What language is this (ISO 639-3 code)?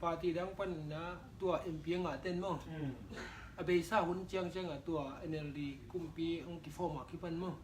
ctd